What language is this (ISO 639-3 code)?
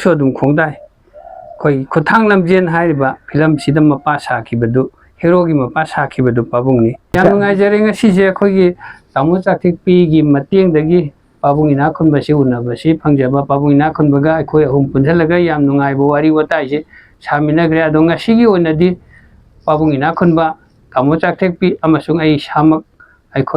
mni